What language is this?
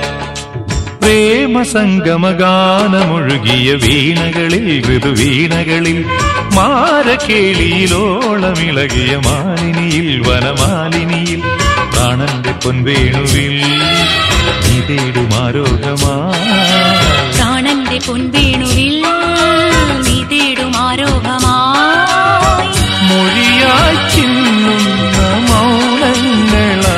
Malayalam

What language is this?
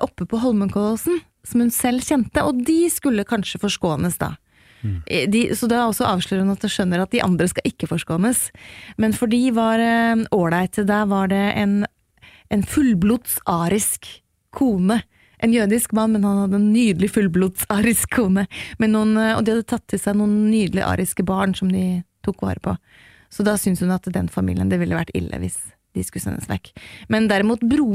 Norwegian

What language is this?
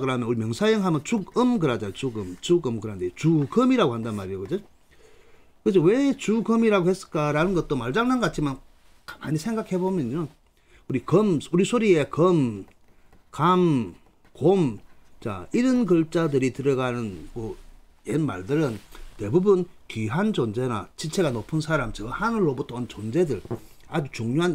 Korean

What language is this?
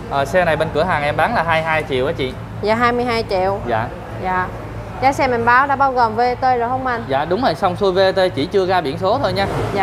Vietnamese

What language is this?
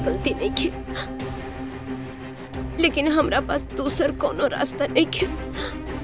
Bhojpuri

